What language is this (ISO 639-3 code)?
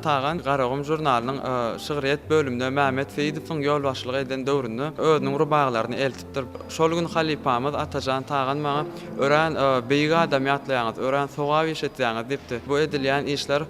tuk